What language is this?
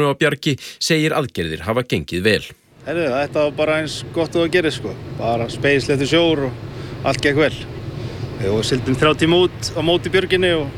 Icelandic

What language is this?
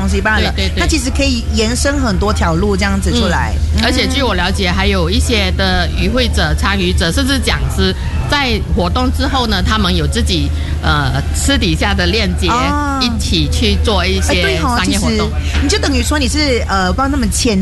Chinese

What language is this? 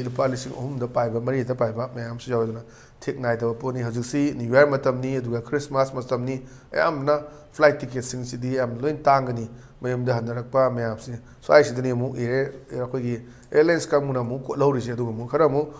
Manipuri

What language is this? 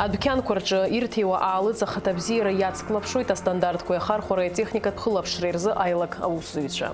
Abkhazian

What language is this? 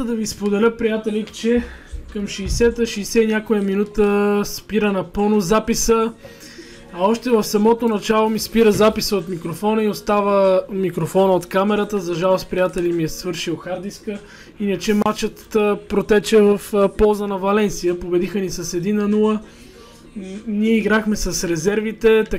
Bulgarian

